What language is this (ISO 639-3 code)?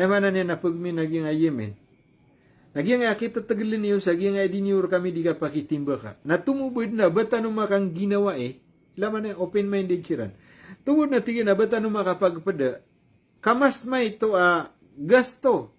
mrw